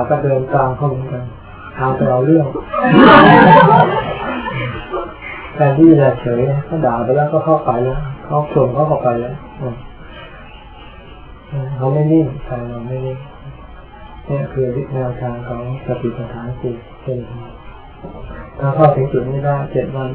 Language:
Thai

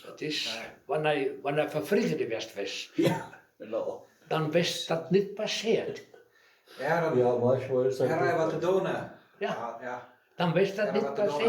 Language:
Westphalien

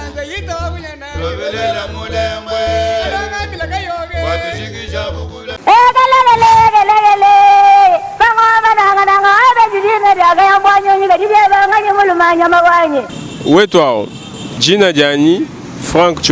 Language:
Luba-Lulua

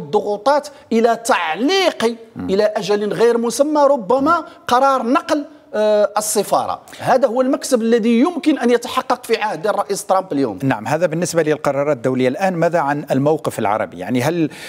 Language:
Arabic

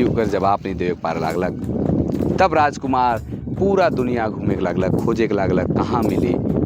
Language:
Sadri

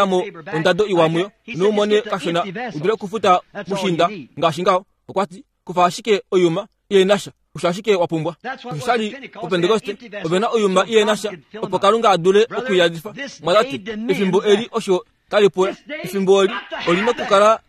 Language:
Kuanyama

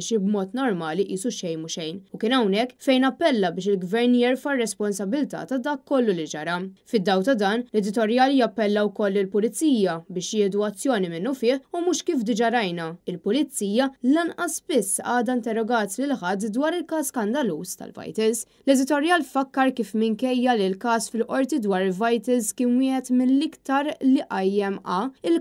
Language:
Maltese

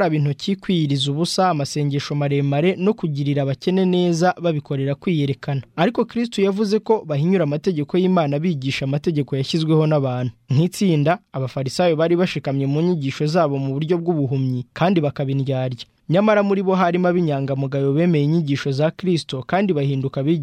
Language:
Kinyarwanda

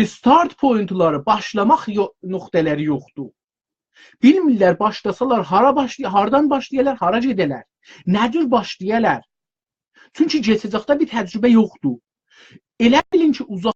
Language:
South Azerbaijani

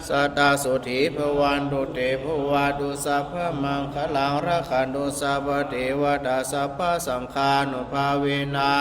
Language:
Pali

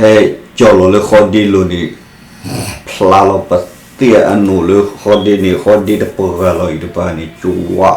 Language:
S'gaw Karen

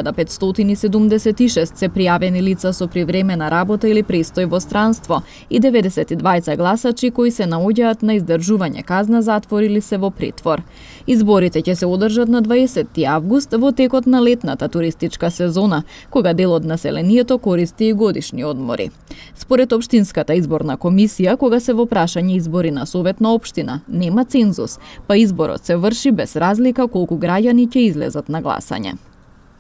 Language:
Macedonian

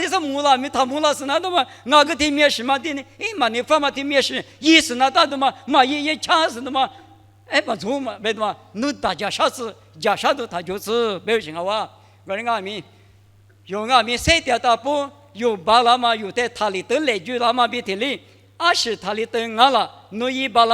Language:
Lisu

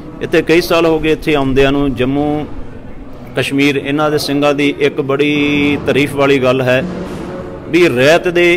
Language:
Punjabi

